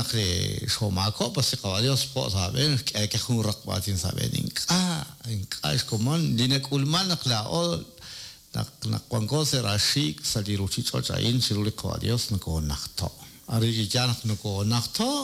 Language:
Kekchí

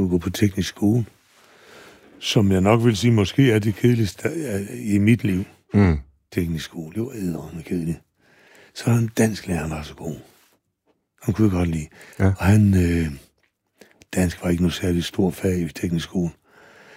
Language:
Danish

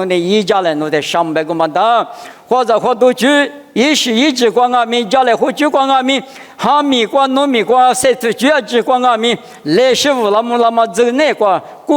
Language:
Lisu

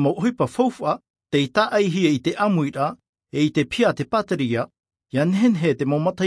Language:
Tahitian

